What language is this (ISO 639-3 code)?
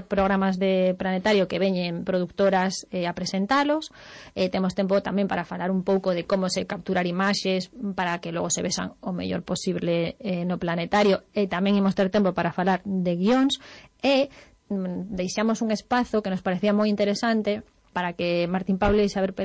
glg